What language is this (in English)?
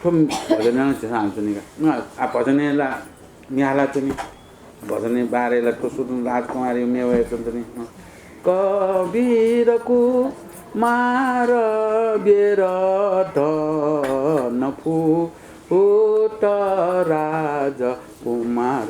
Newari